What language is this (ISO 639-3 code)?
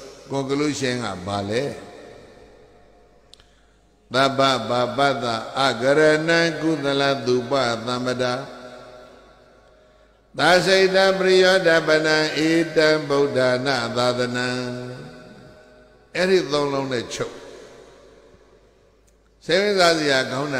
mya